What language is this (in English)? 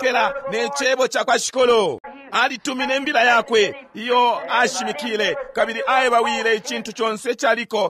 Bemba